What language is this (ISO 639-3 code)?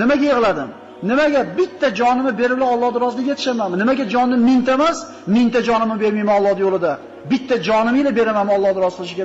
uzb